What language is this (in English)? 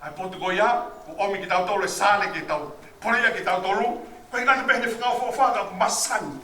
Tongan